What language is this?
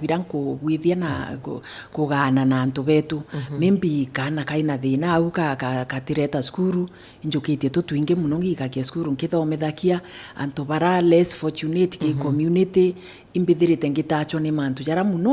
Meru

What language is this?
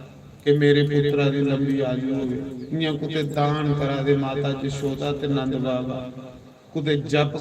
Dogri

